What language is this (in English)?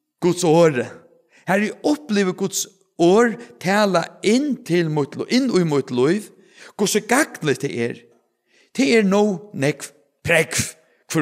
Faroese